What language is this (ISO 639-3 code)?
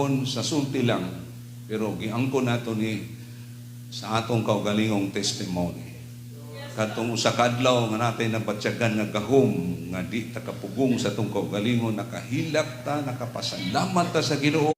ceb